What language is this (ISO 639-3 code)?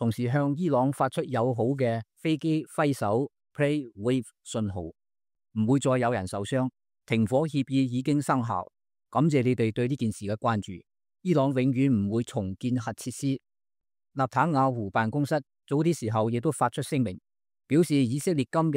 yue